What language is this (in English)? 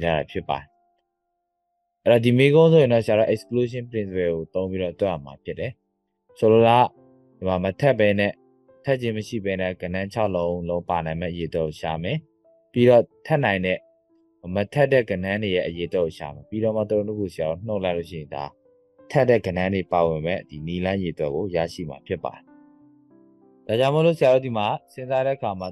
Burmese